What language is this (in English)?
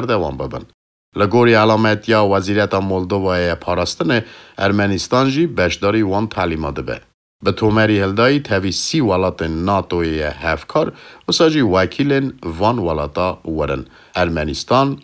Kurdish